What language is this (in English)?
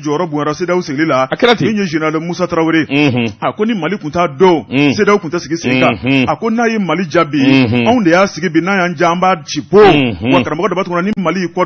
Bambara